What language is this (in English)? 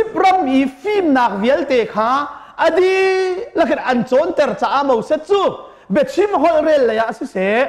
Hakha Chin